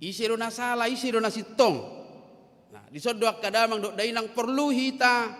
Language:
Batak Toba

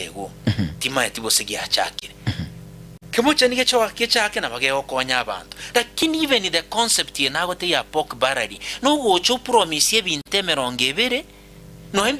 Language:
Gusii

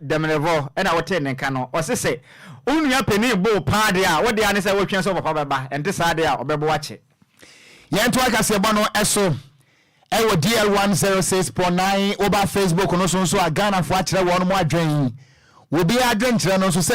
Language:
Akan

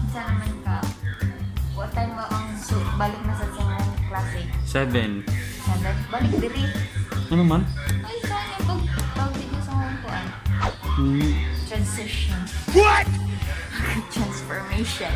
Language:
Cebuano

